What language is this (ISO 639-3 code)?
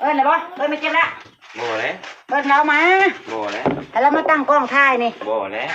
tts